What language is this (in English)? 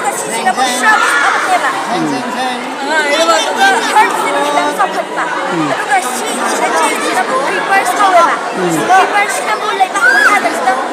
Manipuri